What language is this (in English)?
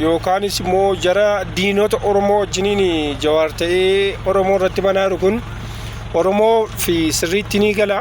Oromo